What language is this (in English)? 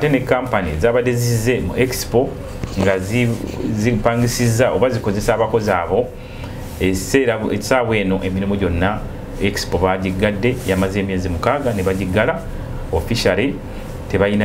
Ganda